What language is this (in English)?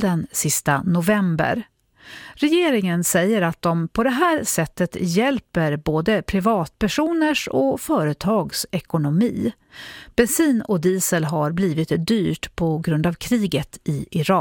Swedish